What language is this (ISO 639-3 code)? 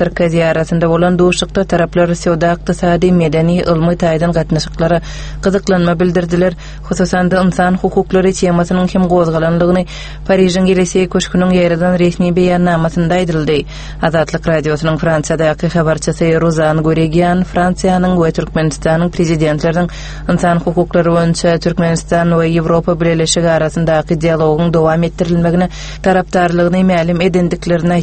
tuk